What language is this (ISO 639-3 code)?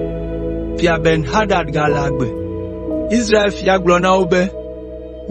ewe